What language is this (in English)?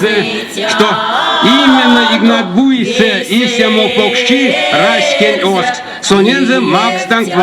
Erzya